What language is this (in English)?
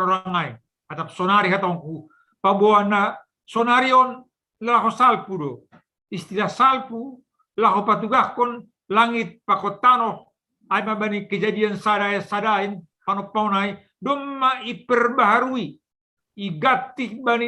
Batak Simalungun